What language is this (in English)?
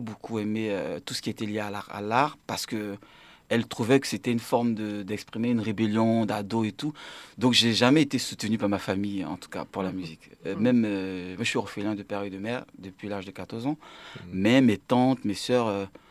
French